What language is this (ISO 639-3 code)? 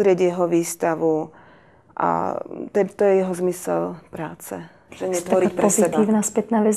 slk